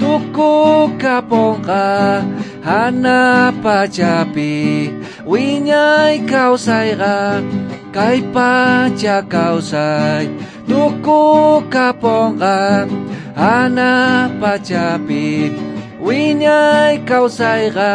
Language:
South Bolivian Quechua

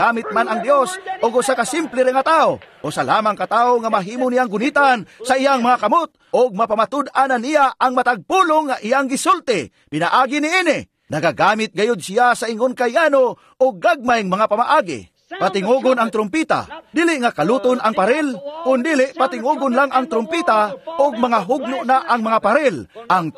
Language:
Cebuano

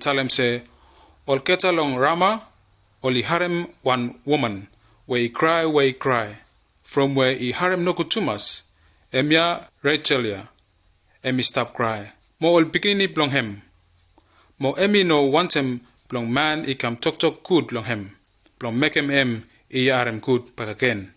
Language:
Bislama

